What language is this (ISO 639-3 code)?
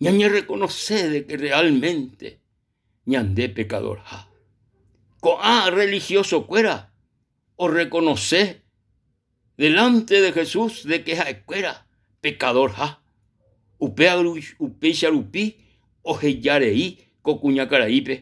grn